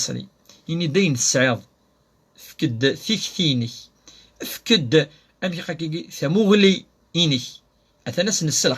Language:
Kabyle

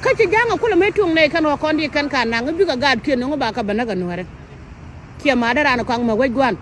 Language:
Nuer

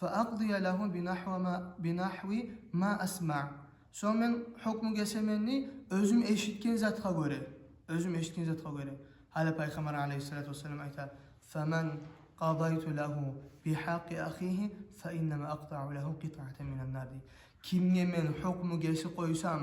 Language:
Kumyk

